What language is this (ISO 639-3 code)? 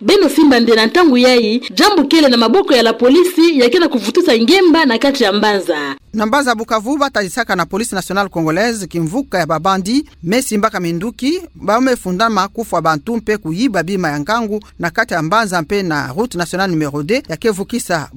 ktu